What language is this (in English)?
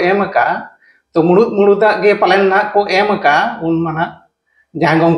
Santali